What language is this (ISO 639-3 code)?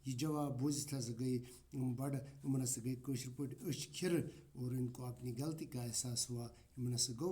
kas